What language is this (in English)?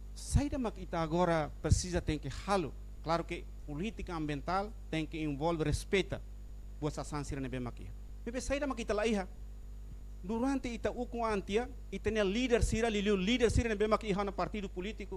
Tetum